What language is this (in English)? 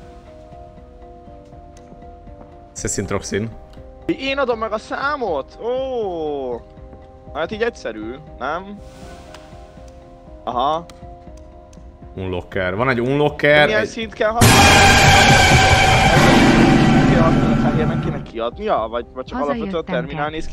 Hungarian